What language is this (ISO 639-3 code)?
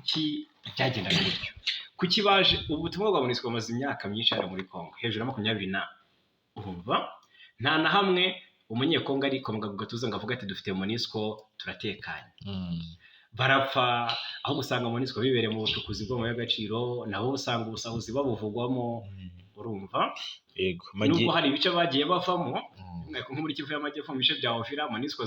kin